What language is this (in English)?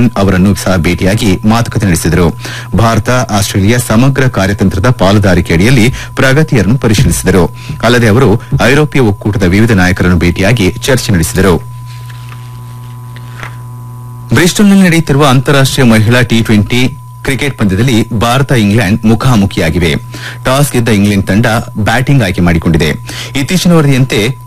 Kannada